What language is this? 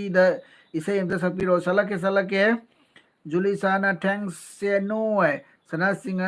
Manipuri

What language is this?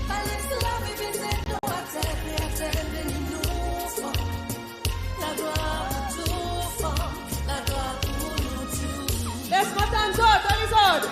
Seselwa Creole French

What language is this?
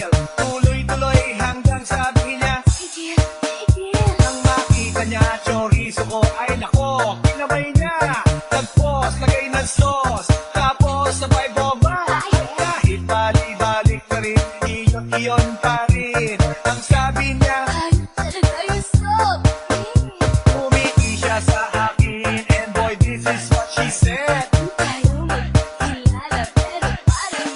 Filipino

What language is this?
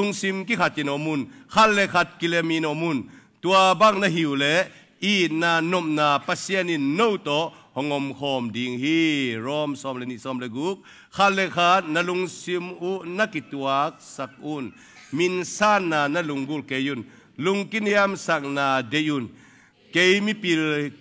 Tedim Chin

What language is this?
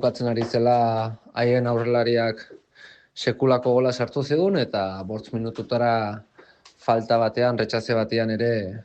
Basque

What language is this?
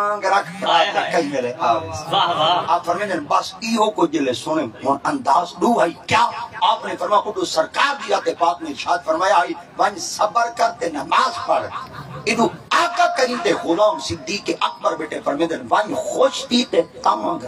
Saraiki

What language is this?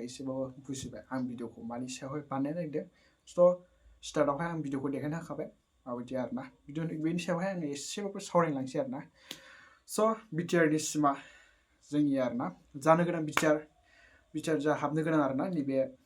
Bodo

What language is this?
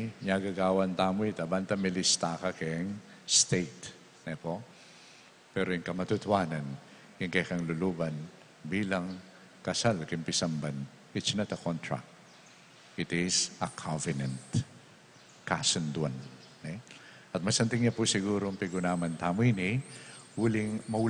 Pampanga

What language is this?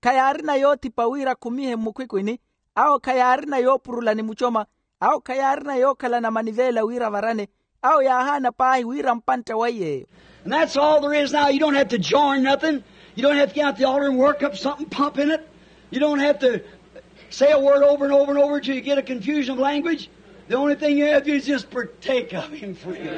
Makhuwa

